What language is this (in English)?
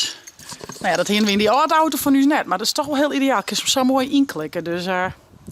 Western Frisian